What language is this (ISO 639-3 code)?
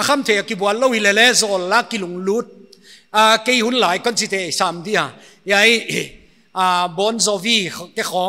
pck